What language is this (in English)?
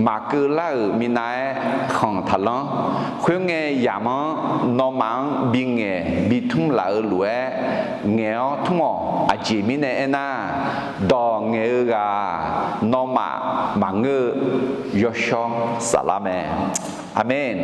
Akha